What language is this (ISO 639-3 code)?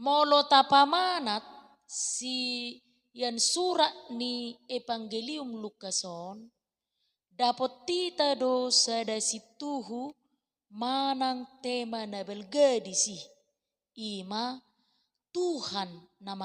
bbc